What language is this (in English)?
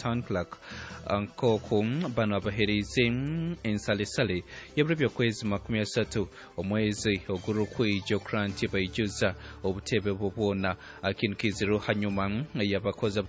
Nyoro